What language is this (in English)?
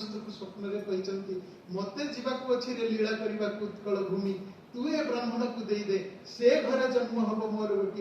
Odia